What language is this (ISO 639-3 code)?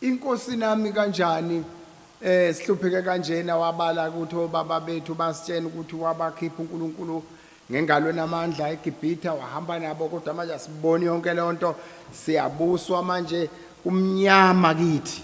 zul